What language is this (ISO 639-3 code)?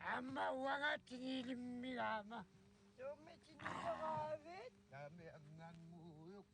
kal